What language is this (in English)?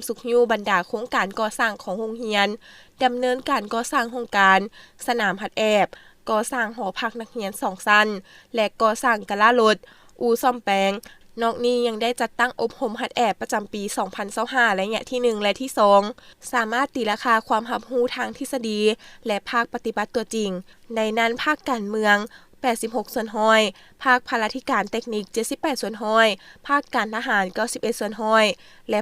Lao